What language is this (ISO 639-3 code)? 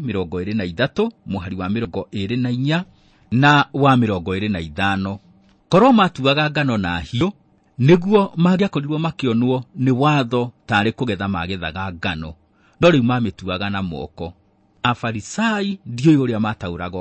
kik